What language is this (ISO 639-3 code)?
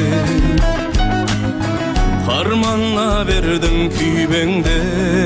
kaz